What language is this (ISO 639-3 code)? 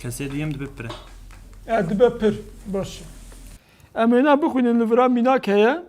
kur